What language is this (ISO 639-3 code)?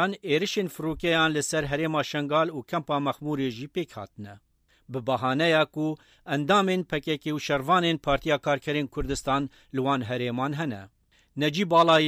kur